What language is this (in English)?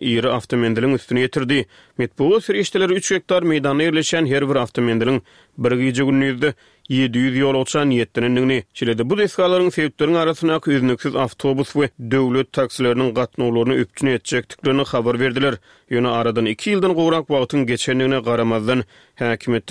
Turkmen